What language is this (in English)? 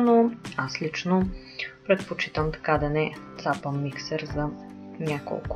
Bulgarian